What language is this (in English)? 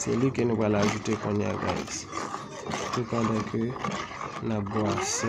Haitian Creole